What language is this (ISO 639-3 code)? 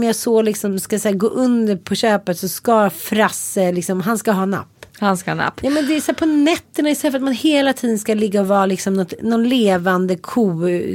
swe